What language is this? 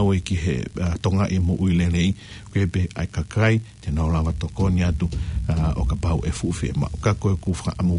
Tongan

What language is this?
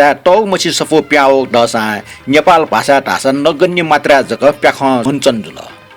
Newari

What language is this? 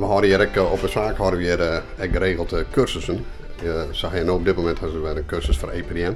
Western Frisian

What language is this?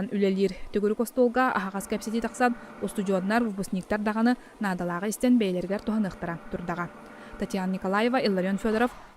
Yakut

